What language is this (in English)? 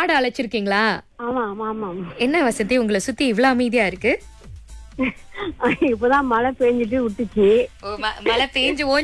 Tamil